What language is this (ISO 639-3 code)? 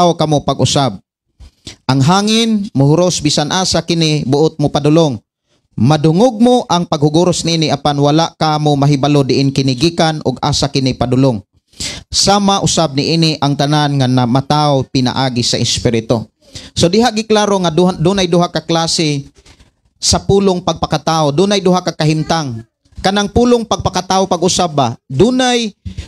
ceb